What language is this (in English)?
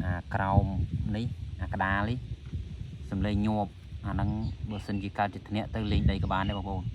Khmer